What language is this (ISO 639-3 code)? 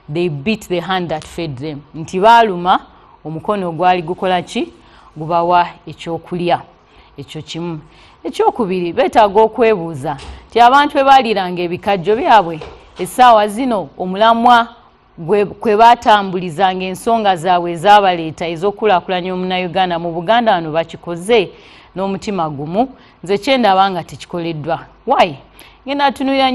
lug